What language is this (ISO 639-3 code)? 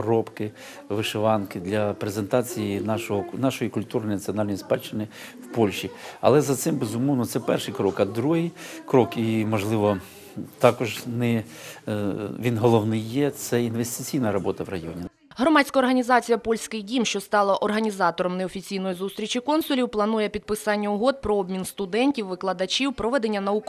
ukr